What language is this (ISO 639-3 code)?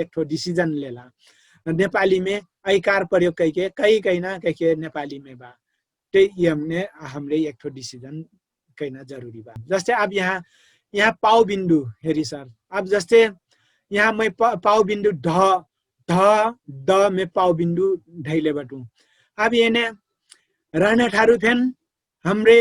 thl